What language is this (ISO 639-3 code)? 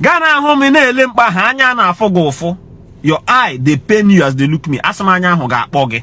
ibo